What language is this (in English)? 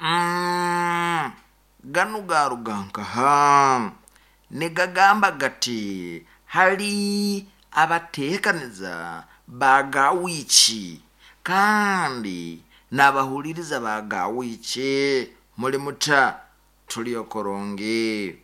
Nyoro